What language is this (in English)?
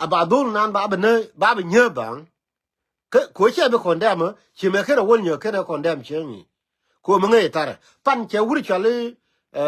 Nuer